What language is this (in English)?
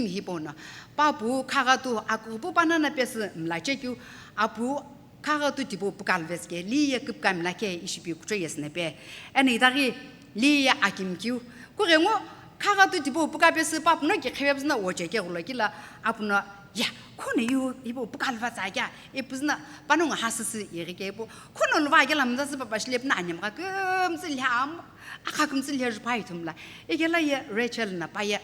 Sumi Naga